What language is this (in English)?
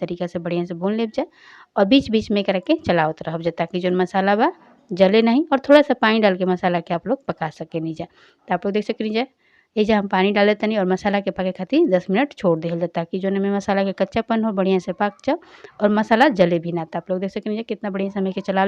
Bhojpuri